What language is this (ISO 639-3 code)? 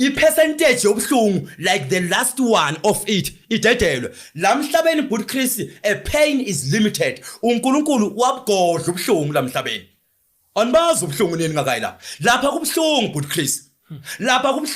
zul